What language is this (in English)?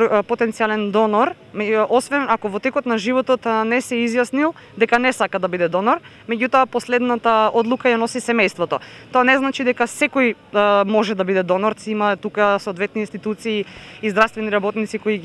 Macedonian